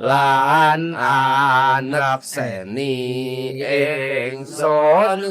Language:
Javanese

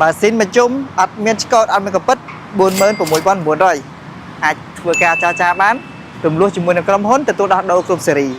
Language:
Khmer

